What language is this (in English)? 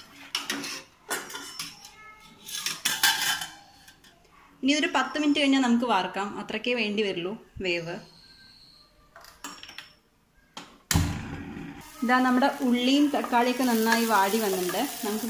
Malayalam